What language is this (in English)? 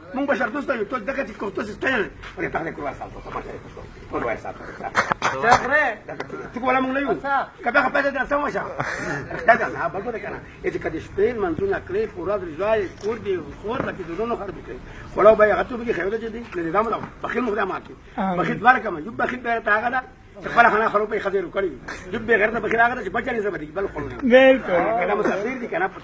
Pashto